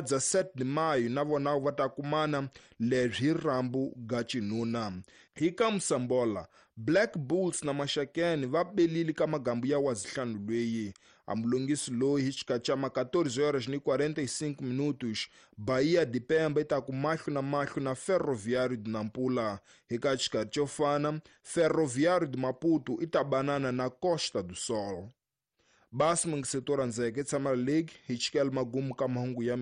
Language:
Tsonga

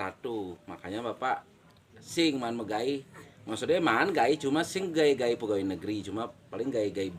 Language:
Balinese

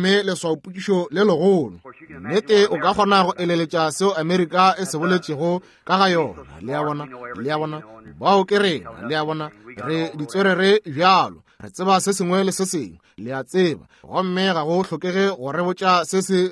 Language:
Northern Sotho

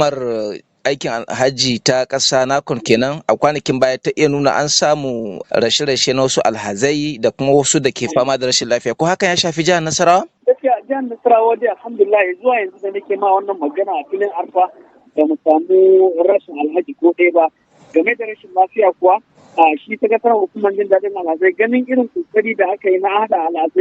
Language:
Hausa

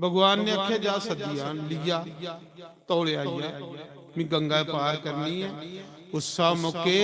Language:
Dogri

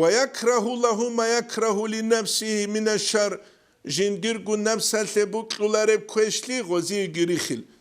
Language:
Avaric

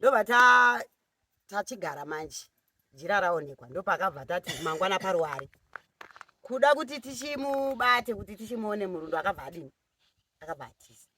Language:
Shona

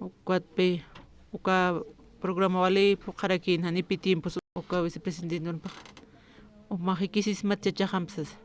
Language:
Aymara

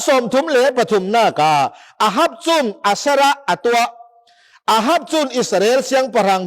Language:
Falam Chin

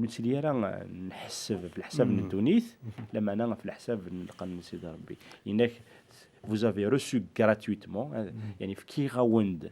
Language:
Kabyle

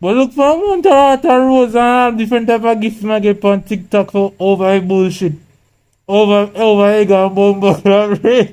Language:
Jamaican Creole English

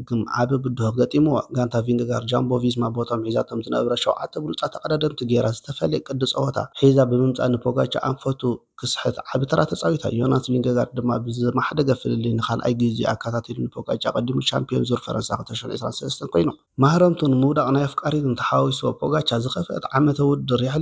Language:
Tigrinya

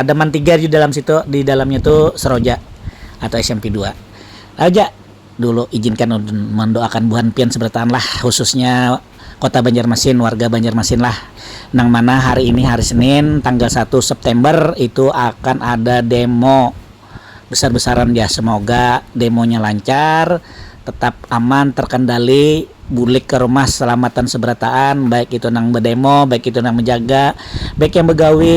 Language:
Banjar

